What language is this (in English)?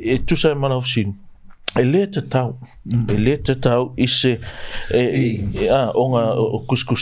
Samoan